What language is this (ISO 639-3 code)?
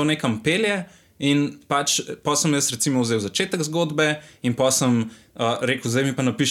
slv